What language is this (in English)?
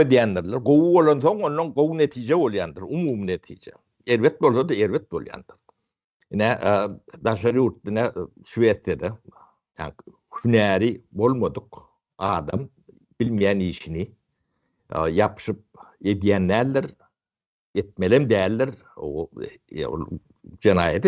Turkmen